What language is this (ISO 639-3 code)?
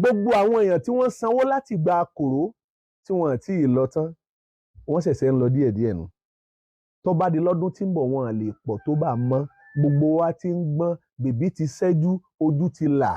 yor